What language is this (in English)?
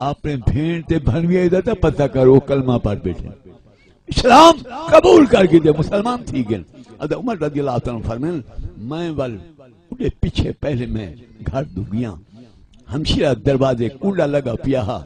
Saraiki